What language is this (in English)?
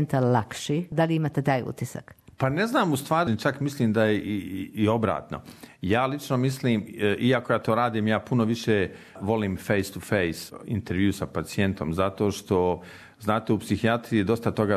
Croatian